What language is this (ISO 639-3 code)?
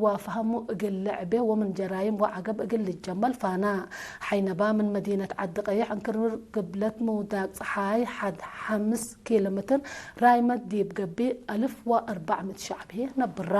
tig